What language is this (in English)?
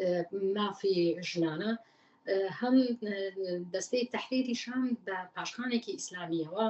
Central Kurdish